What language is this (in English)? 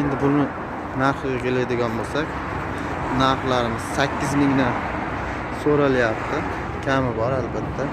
Uzbek